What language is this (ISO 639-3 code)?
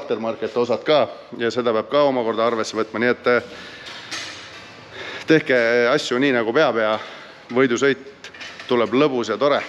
est